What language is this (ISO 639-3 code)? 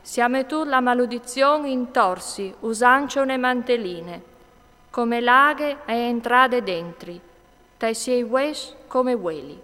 fur